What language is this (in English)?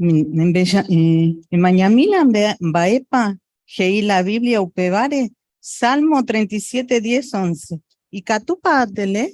Guarani